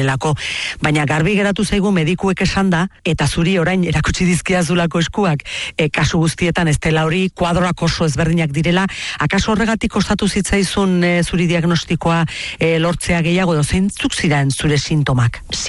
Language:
Basque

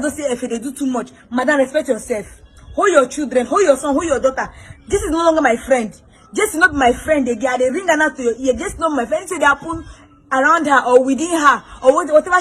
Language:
Nigerian Pidgin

